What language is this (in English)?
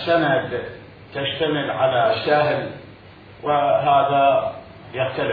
Mesopotamian Arabic